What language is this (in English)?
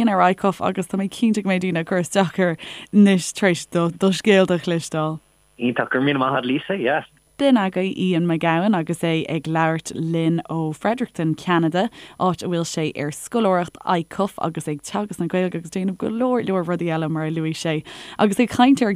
Irish